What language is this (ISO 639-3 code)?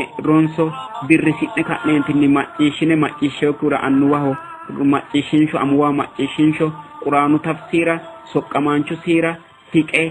sid